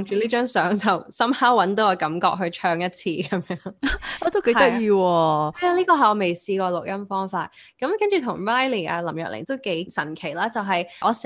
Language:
Cantonese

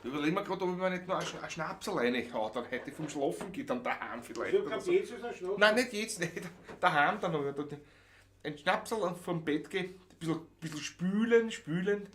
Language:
Bavarian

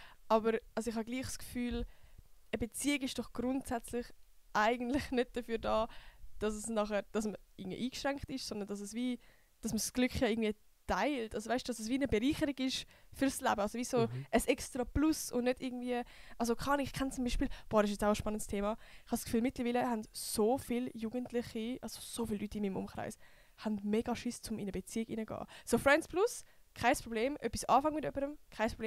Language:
Swiss German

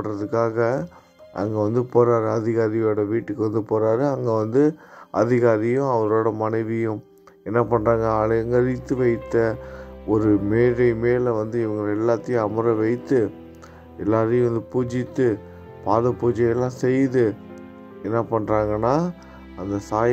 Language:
Tamil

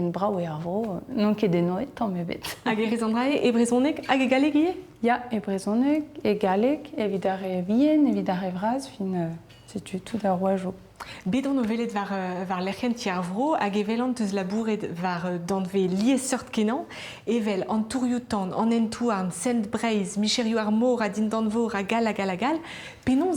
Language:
Breton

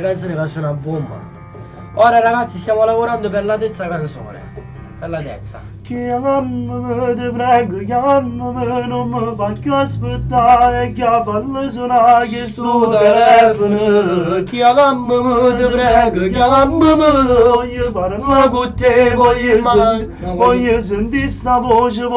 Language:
Neapolitan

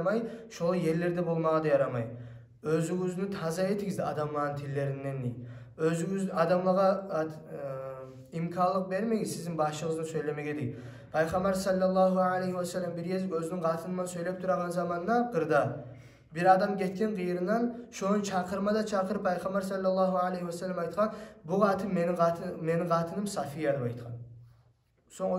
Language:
Kumyk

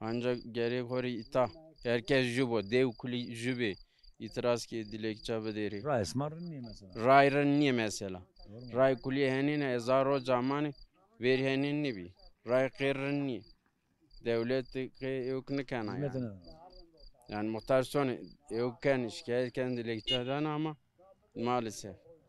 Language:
Zaza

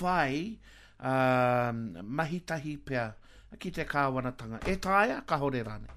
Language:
Māori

